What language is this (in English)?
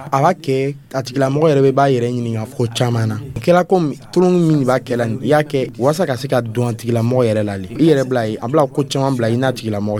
Dyula